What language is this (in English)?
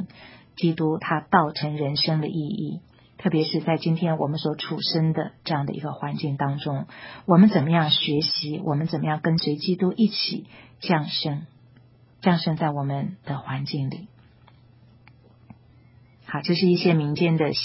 Chinese